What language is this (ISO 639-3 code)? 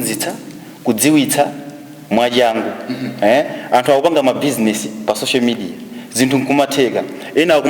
nya